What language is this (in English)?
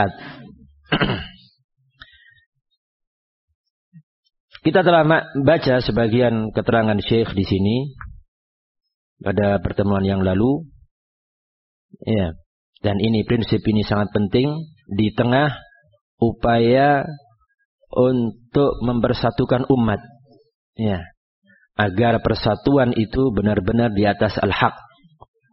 Indonesian